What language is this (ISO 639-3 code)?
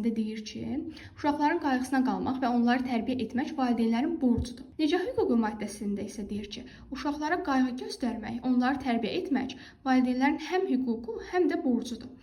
aze